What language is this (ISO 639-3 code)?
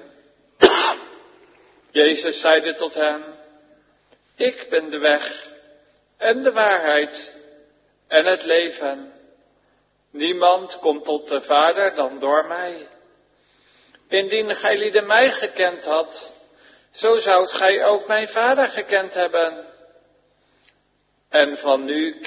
nld